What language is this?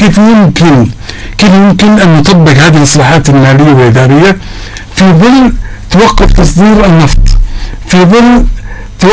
Arabic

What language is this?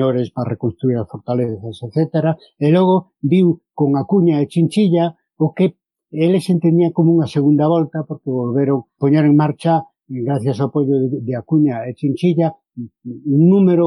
Galician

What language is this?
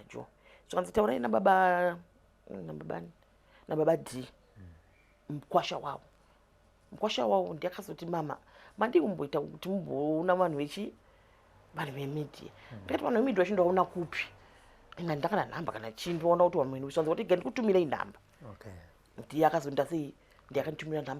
Shona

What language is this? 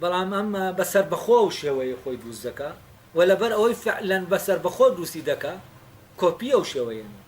Central Kurdish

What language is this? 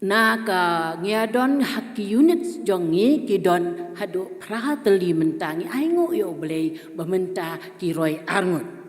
Khasi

